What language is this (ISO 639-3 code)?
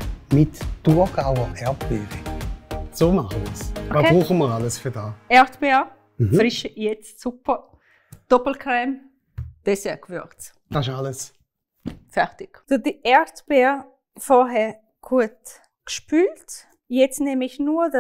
gsw